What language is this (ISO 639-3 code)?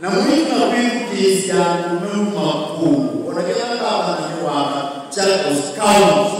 kam